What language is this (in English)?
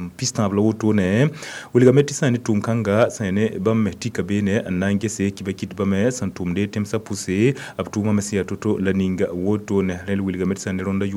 Mossi